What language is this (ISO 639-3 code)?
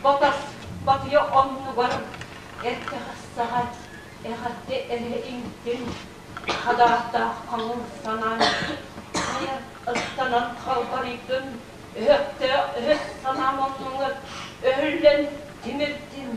sah